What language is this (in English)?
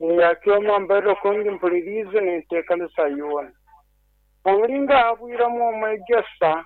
Nyankole